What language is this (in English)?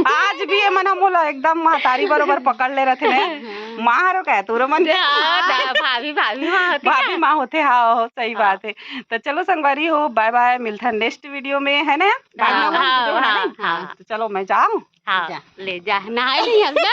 Chhattisgarhi